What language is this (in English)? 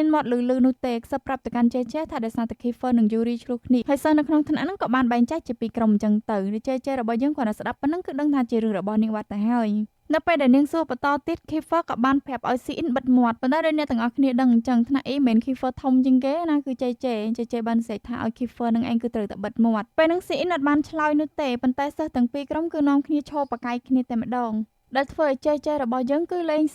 Khmer